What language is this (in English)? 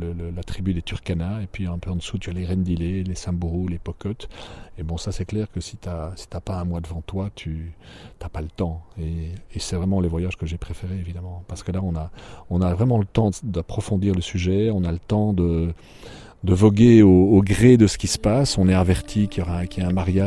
French